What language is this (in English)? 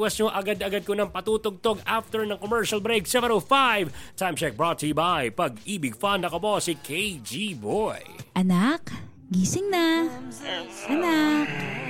Filipino